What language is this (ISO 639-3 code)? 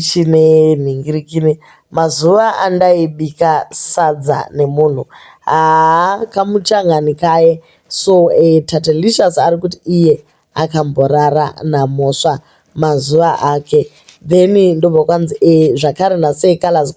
sna